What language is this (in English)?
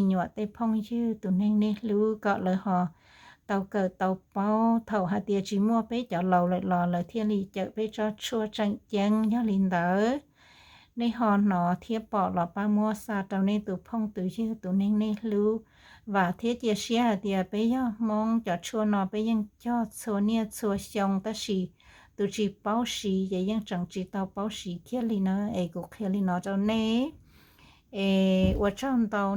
Hmong